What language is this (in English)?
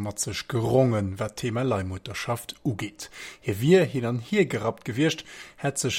Luxembourgish